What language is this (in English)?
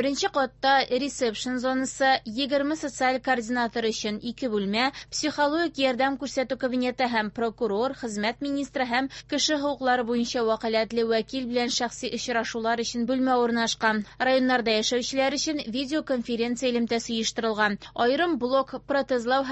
Tatar